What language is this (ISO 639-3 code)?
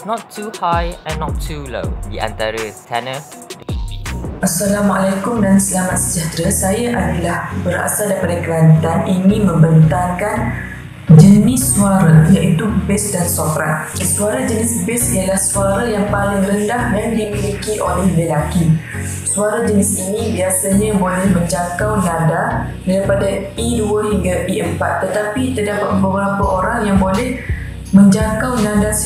msa